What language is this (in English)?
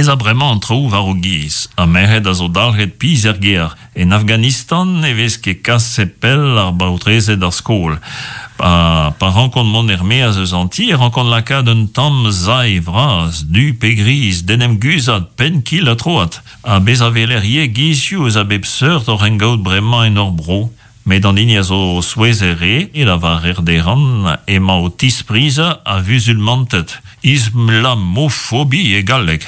Breton